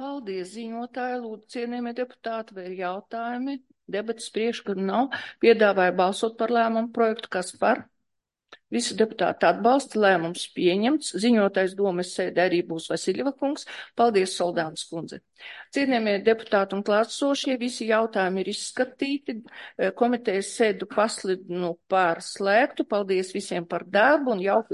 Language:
Latvian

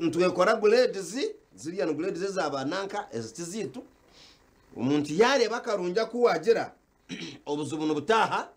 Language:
Nyankole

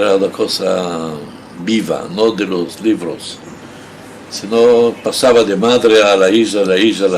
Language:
Ladino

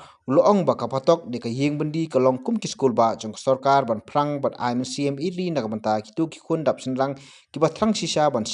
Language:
Khasi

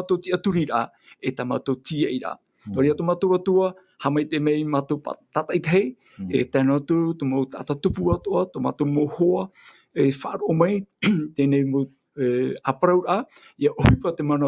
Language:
Tahitian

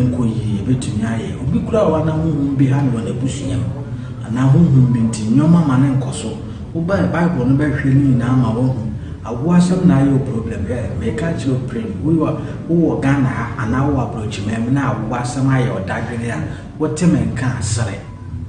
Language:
Akan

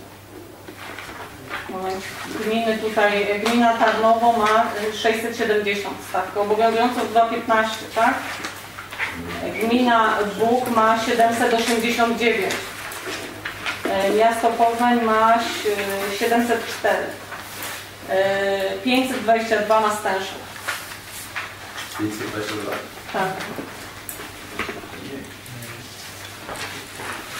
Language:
Polish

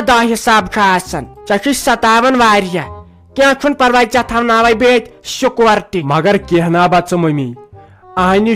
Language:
Kashmiri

